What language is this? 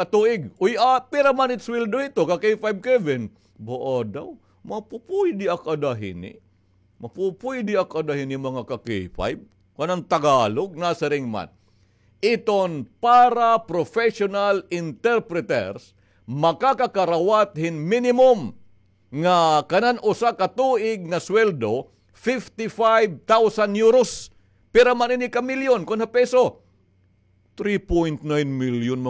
Waray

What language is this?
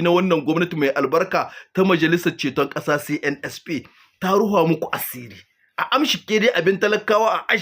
Hausa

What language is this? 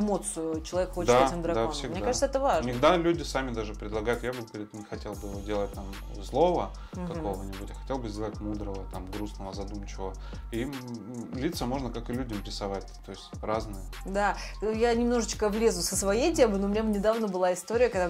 Russian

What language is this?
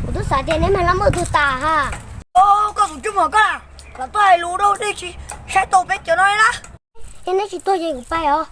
Hmong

